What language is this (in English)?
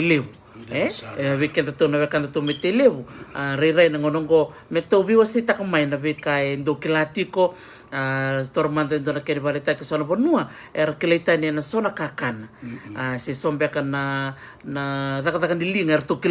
Fijian